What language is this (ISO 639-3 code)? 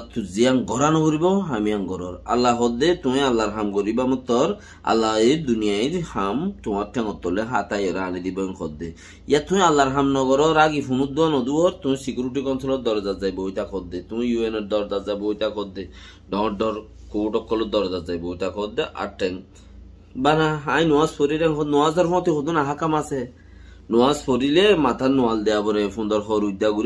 rhg